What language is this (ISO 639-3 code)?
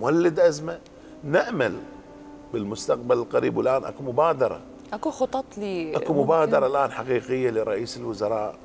acm